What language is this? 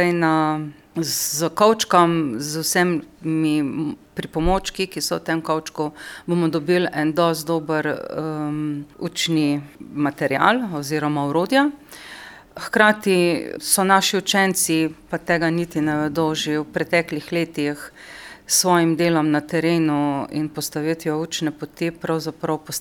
Slovenian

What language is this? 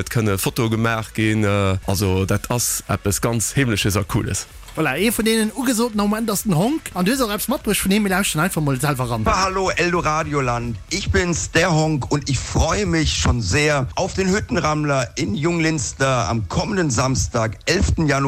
Luxembourgish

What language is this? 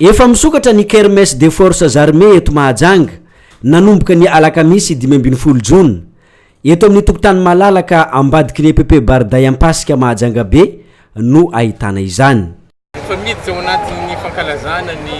Malagasy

